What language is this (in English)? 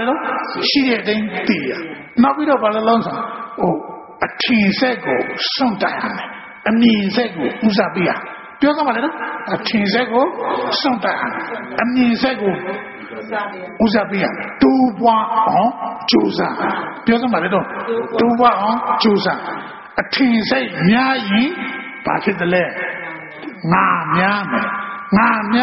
Burmese